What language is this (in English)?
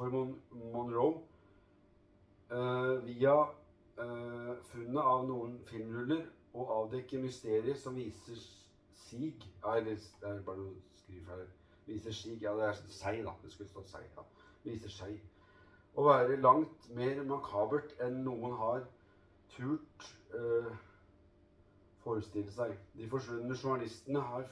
Norwegian